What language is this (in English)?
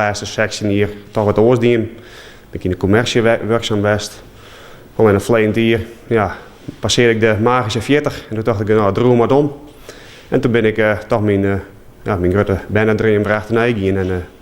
Western Frisian